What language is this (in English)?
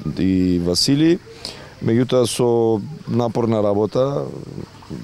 Macedonian